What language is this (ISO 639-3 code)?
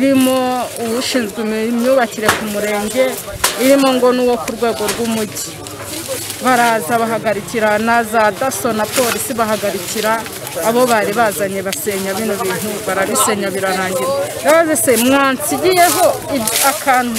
kin